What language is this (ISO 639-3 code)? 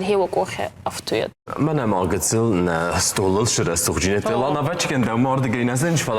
oss